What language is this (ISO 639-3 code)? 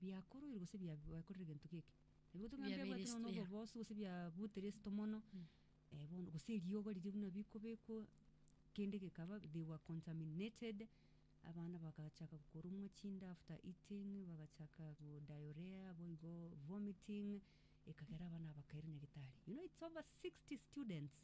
guz